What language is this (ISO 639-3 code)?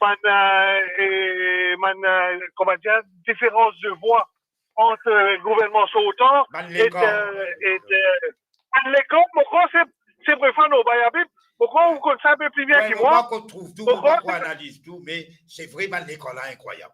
mfe